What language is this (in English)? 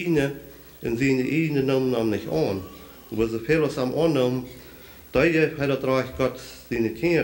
Plautdietsch